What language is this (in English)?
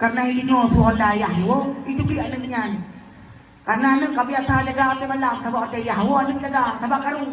Achinese